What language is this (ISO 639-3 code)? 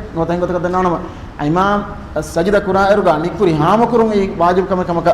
div